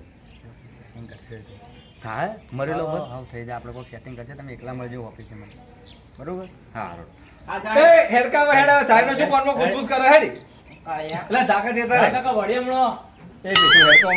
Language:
Gujarati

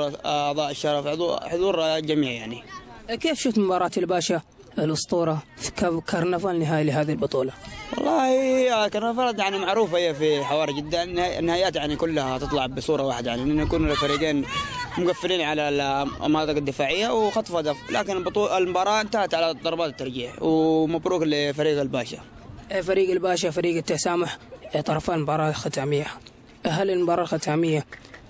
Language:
Arabic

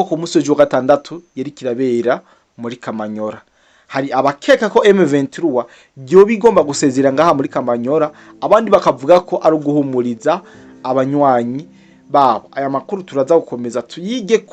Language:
Rundi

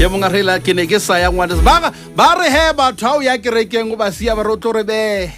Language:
Southern Sotho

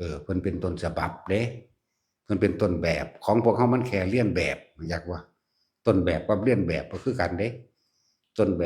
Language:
Northeastern Thai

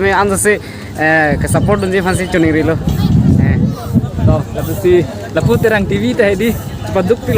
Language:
Karbi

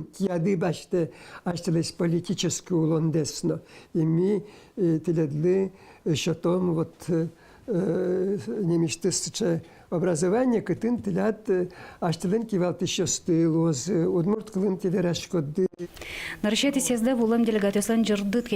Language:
Udmurt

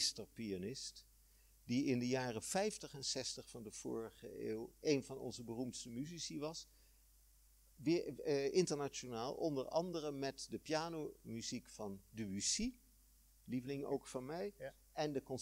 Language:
Dutch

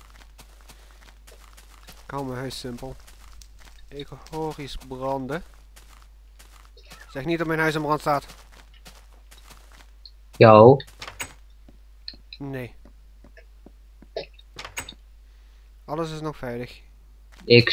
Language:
Dutch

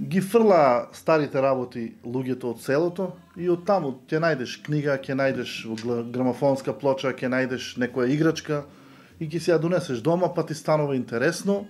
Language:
Macedonian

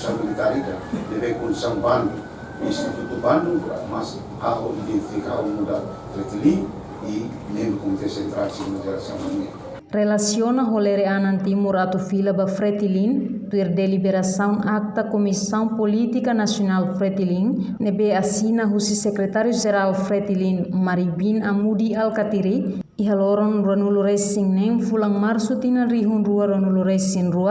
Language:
Tetum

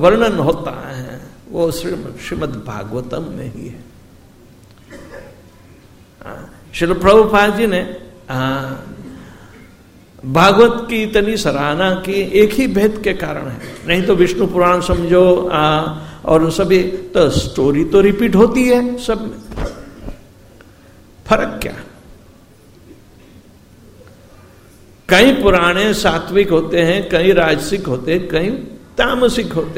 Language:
Hindi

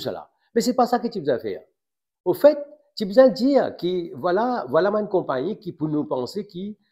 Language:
Morisyen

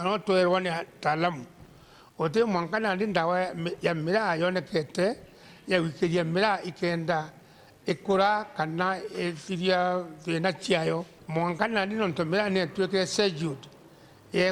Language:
Meru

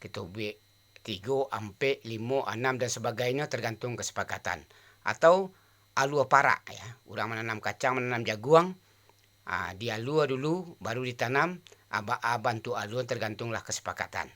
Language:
Minangkabau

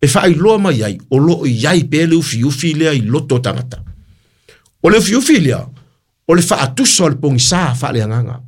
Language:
Samoan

